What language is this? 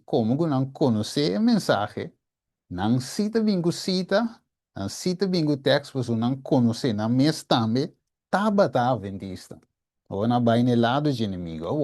Papiamento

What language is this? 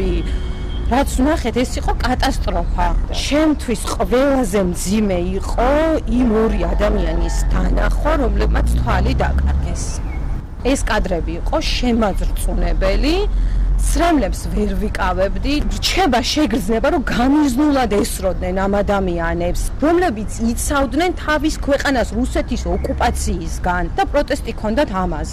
Georgian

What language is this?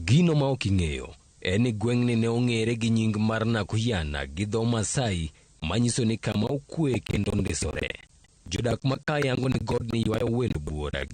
Luo (Kenya and Tanzania)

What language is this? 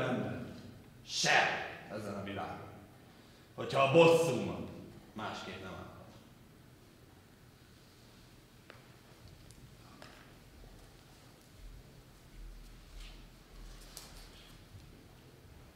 Hungarian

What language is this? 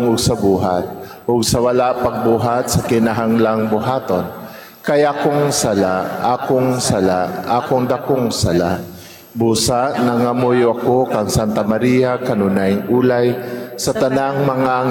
Cebuano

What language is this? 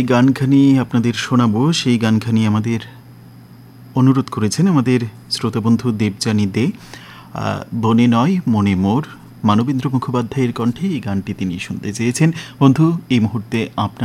Bangla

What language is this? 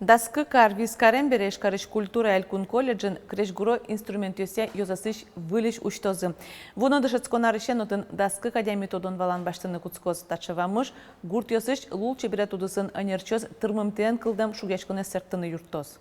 Udmurt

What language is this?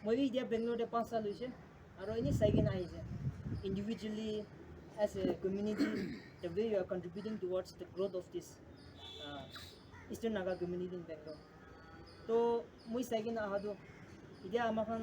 Naga Pidgin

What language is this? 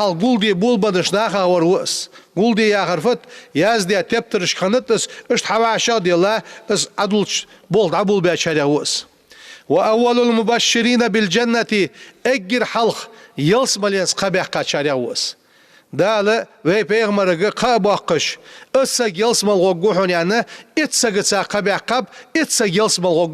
Ingush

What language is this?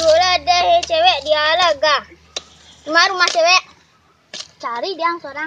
Minangkabau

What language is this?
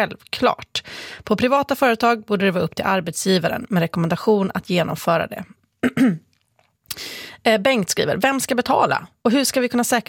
Swedish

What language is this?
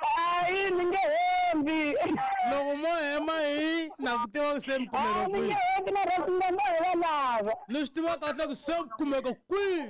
Tsonga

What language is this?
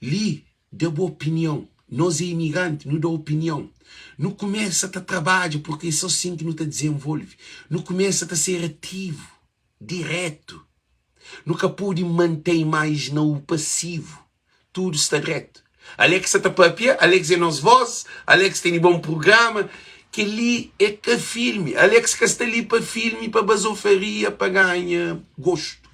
Kabuverdianu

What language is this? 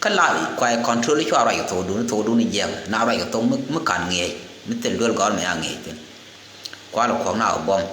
Nuer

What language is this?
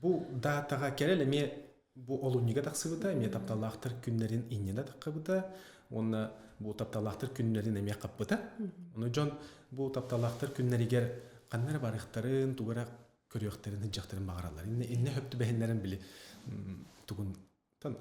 Yakut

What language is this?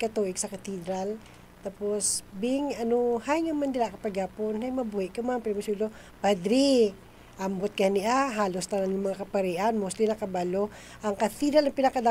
Hiligaynon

